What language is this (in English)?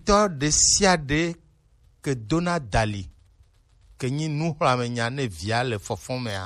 Gen